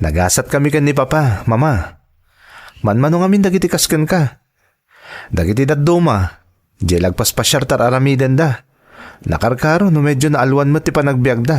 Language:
Iloko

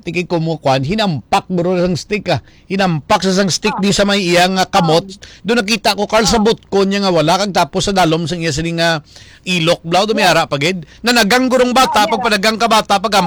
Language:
Hiligaynon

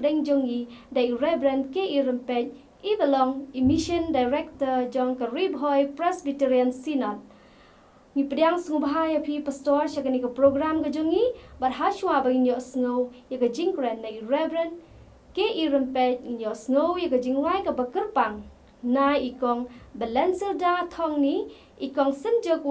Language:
Khasi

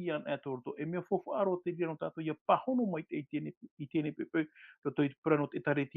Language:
Tahitian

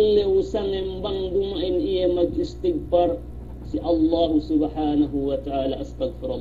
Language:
Yakan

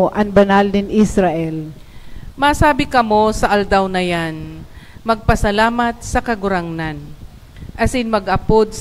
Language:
Bikol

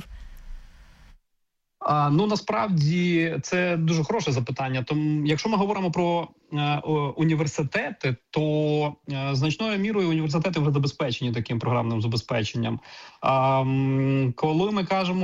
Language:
Ukrainian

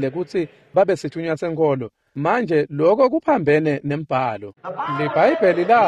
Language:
Swati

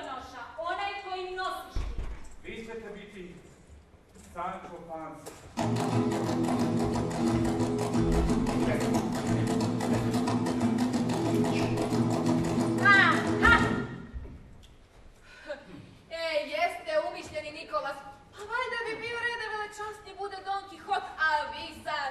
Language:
Croatian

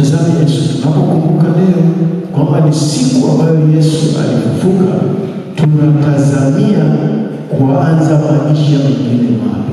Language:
Swahili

